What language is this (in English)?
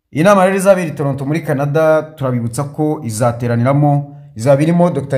Kinyarwanda